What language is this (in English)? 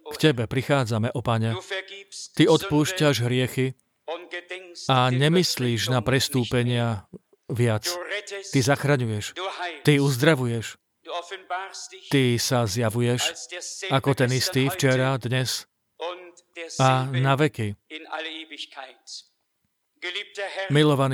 Slovak